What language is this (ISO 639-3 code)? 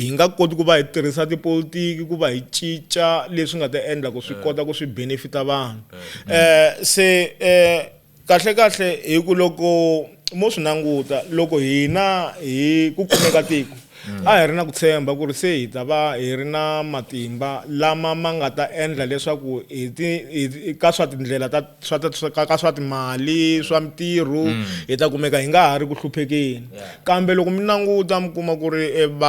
tso